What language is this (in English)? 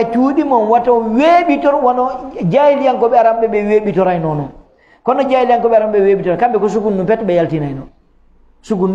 Fula